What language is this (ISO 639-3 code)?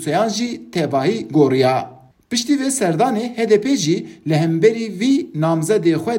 kur